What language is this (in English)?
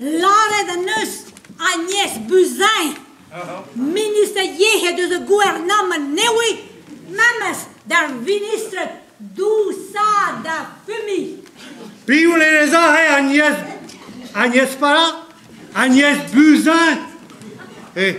Breton